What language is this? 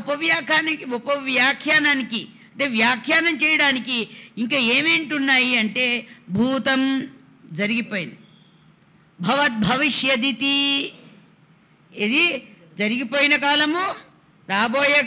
Telugu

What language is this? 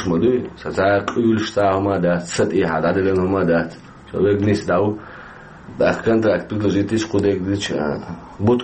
Chechen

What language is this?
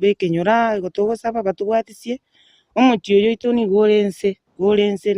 Gusii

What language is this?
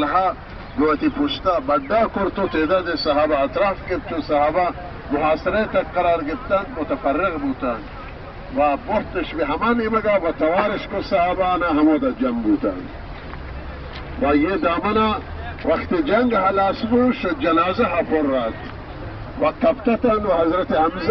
Baluchi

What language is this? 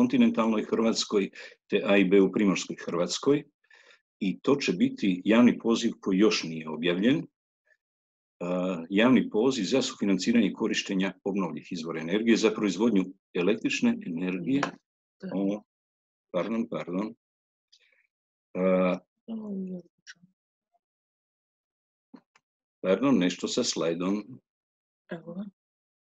Croatian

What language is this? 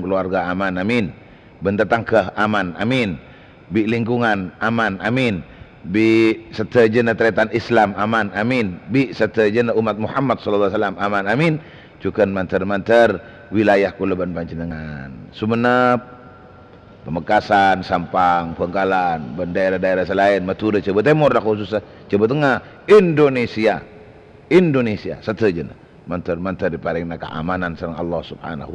Madurese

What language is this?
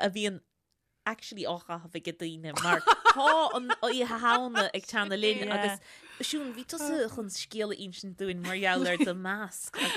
Irish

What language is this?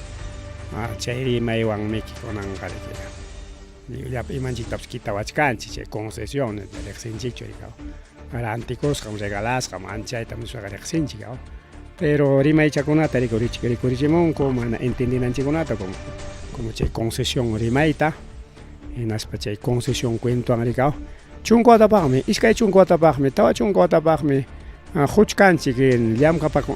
Ayacucho Quechua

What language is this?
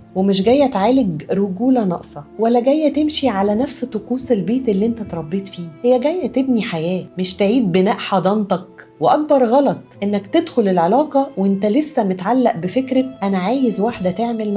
Egyptian Arabic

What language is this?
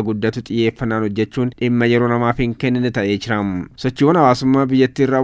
Oromo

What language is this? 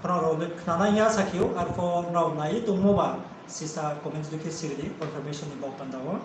Riang (India)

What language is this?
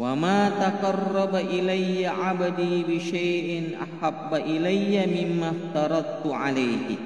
Buginese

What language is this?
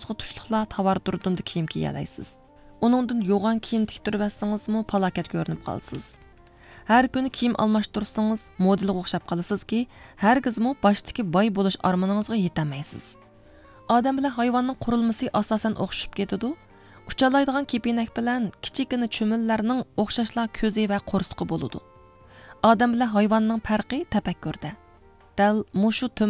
Uyghur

